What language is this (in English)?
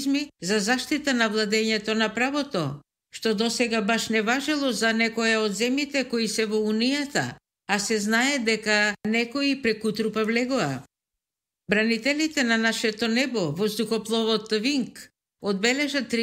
Macedonian